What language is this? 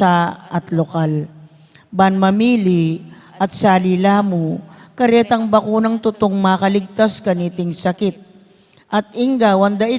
Pampanga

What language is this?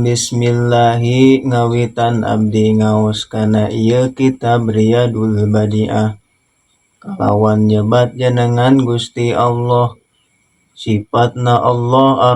Sundanese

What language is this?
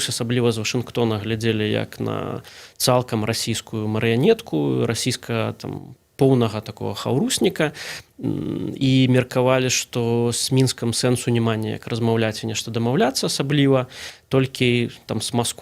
Belarusian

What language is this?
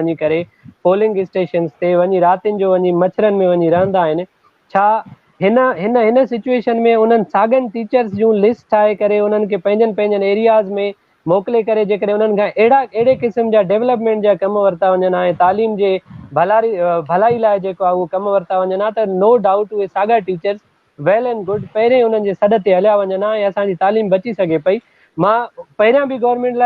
Sindhi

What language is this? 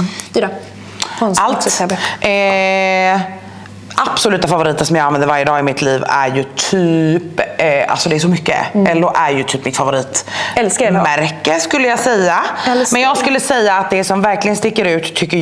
Swedish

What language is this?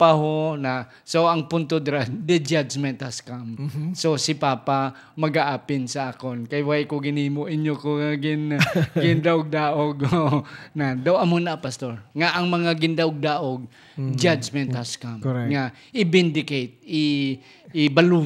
Hiligaynon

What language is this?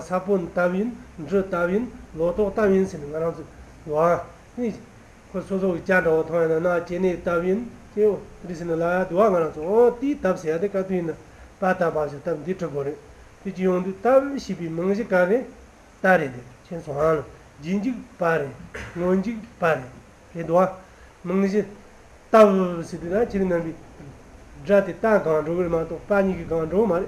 Tibetan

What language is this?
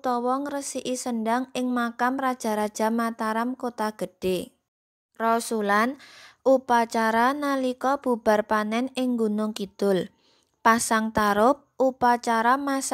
Javanese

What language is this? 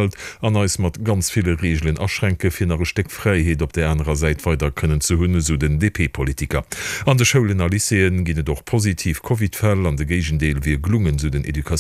Luxembourgish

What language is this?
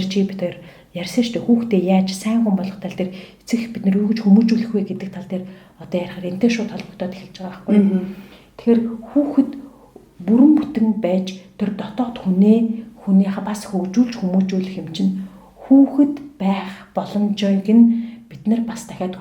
Mongolian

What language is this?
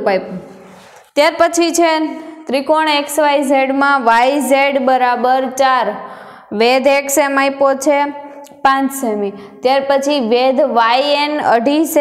Gujarati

